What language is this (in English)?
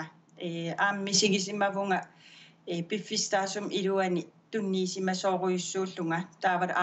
Kalaallisut